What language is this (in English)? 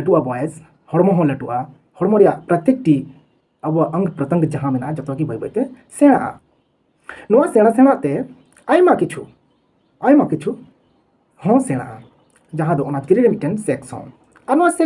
Santali